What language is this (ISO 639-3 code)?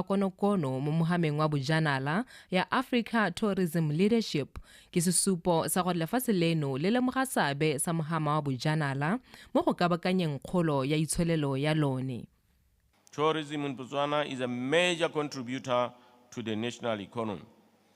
tsn